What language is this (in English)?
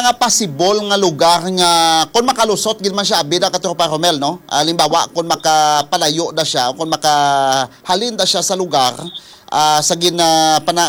Hiligaynon